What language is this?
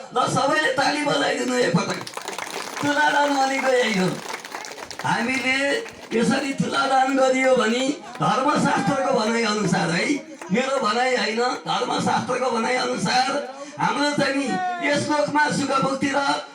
Nepali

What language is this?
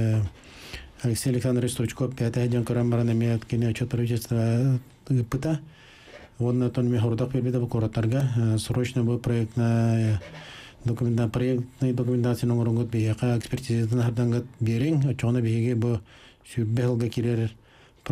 Yakut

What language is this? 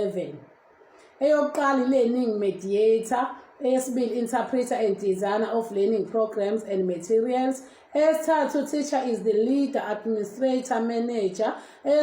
Zulu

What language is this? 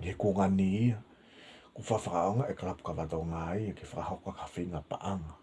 Tongan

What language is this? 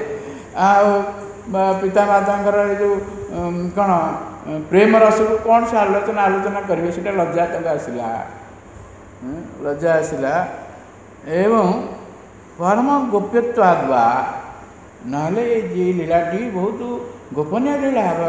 Odia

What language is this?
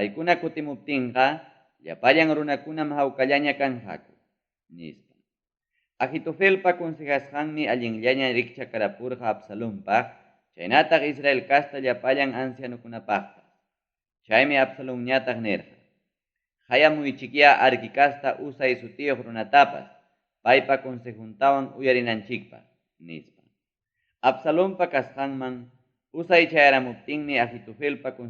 Ayacucho Quechua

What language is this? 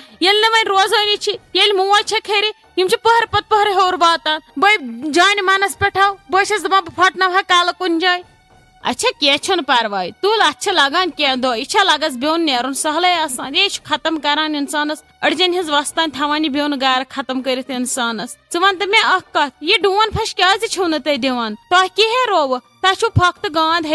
Kashmiri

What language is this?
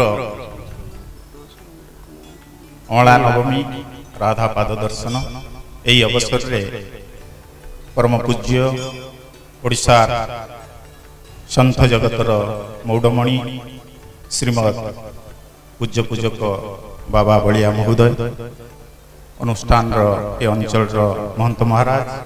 Odia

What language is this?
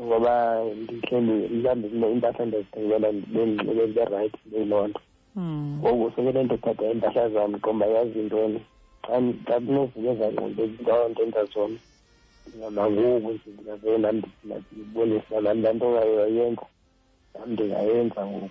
Xhosa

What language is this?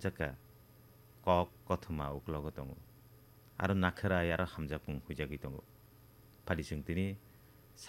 Kok Borok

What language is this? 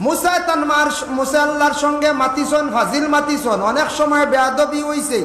Sylheti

